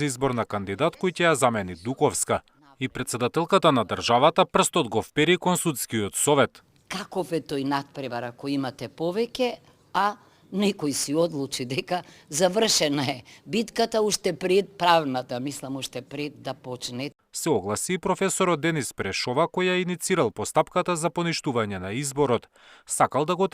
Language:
Macedonian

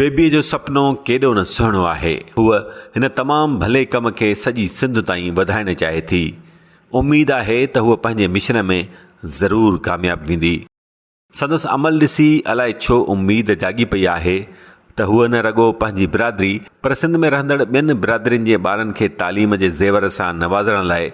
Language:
Sindhi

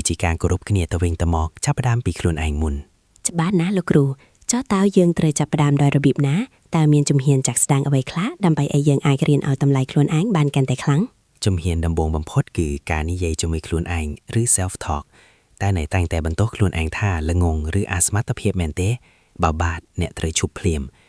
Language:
Khmer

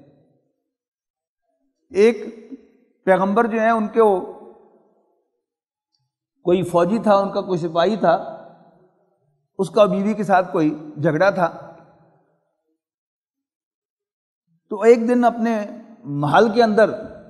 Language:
Urdu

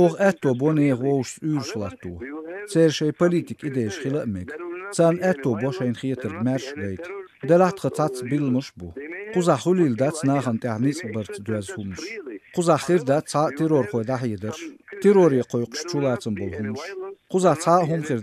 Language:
Chechen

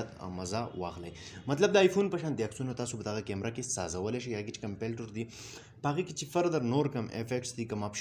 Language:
Pashto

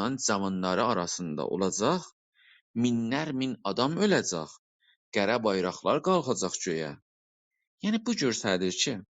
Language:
South Azerbaijani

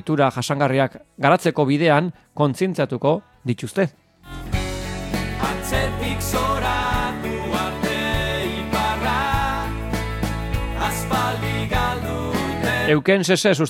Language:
Basque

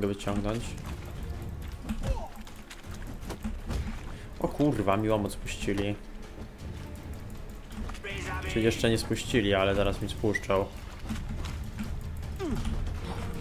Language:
Polish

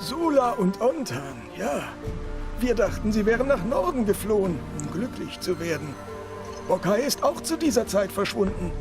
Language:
Swiss German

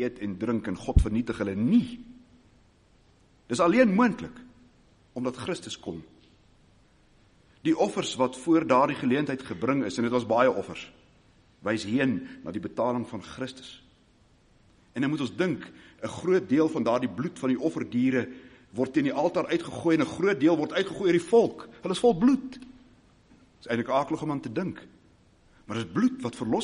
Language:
Afrikaans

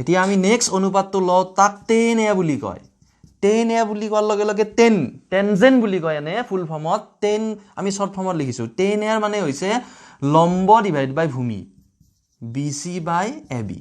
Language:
Assamese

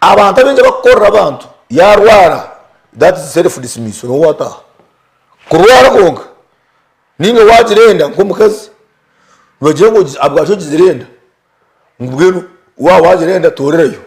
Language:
Nyankole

